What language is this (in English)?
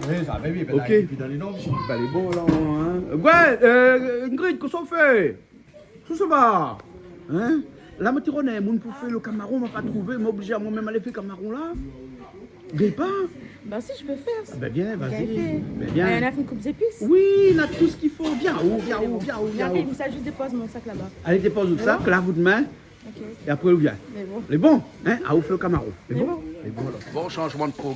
Réunion Creole French